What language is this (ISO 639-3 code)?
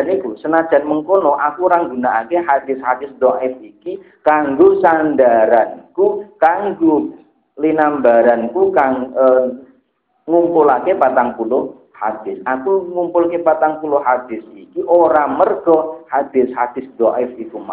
jav